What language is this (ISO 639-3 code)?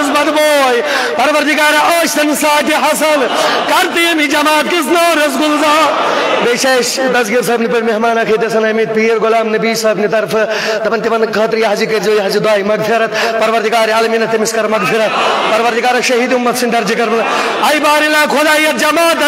kas